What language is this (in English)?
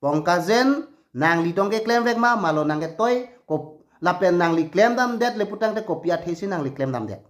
Karbi